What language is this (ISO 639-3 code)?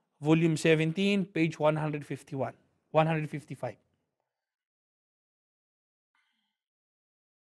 fil